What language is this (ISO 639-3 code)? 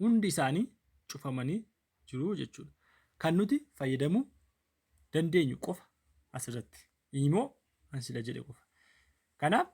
orm